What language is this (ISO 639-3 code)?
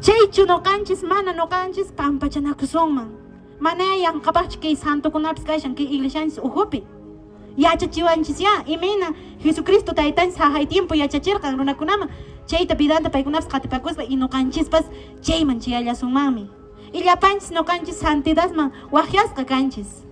que